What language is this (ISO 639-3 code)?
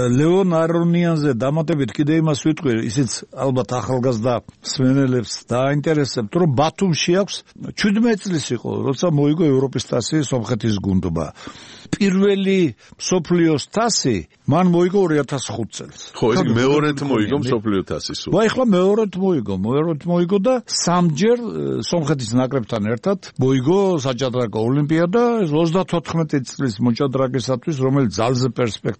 kat